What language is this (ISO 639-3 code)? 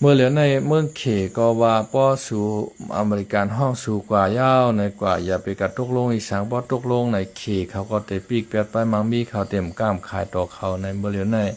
shn